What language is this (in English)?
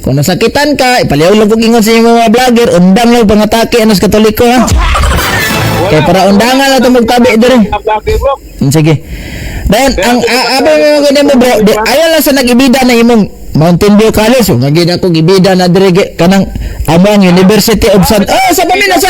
Cebuano